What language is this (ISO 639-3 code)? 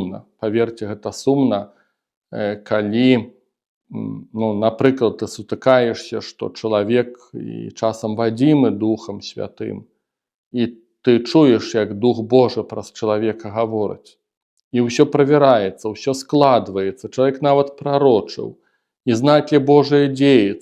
bel